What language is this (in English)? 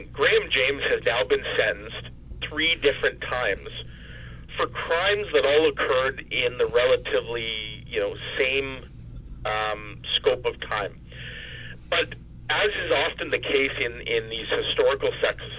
English